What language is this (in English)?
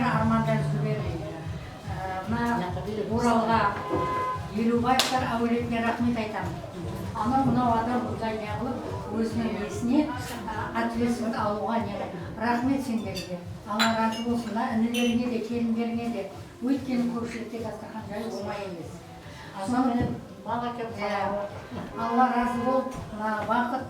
Kara-Kalpak